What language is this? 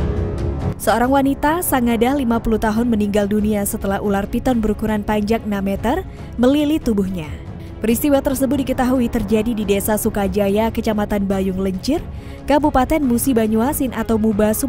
Indonesian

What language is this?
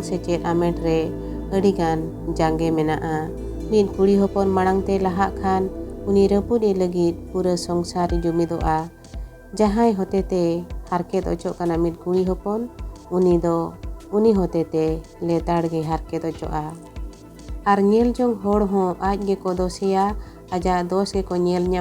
Santali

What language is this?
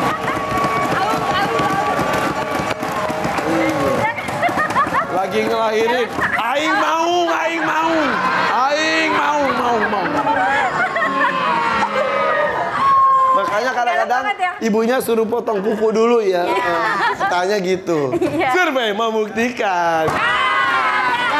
Indonesian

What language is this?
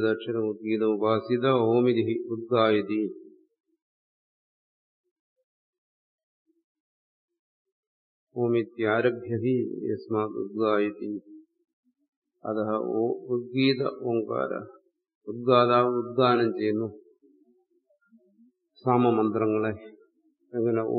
Malayalam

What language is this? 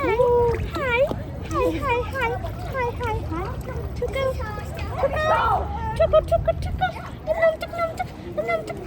Mizo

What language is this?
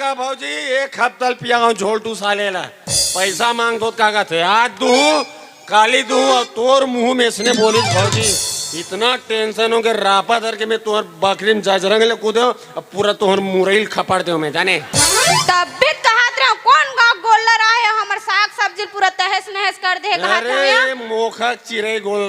Chhattisgarhi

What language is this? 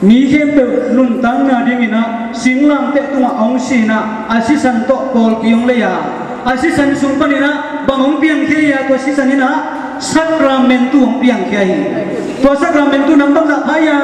Tedim Chin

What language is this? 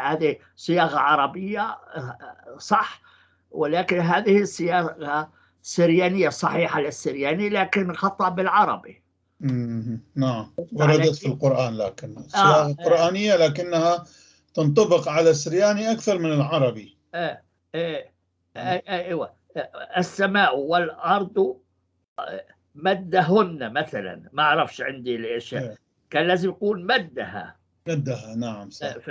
North Levantine Arabic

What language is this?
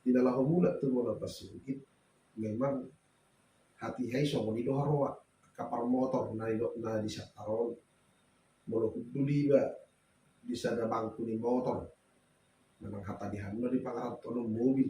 Batak Toba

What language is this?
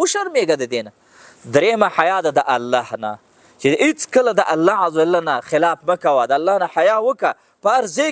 Pashto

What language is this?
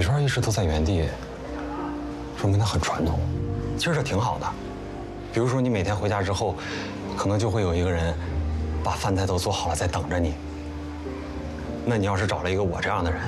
Chinese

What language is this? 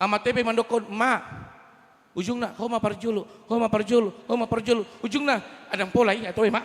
Batak Toba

